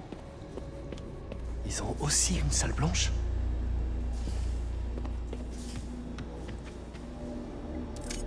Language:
French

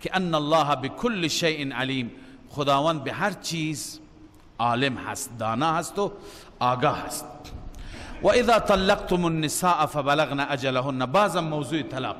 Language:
Persian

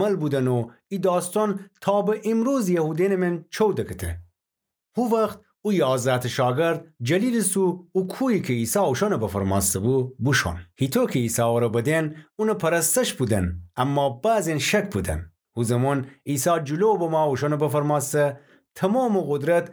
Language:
Gilaki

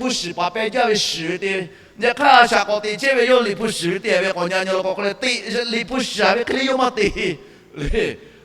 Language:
Lahu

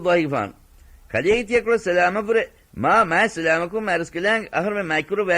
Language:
Divehi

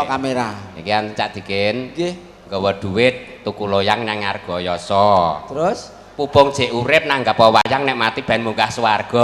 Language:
Javanese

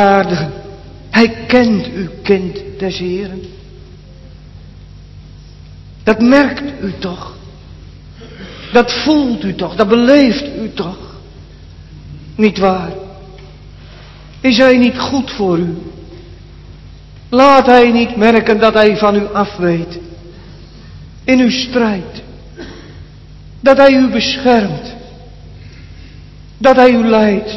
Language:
Dutch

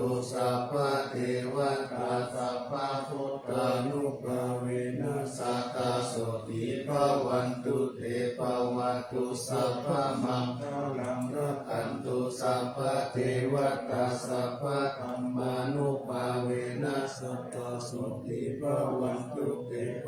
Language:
Pali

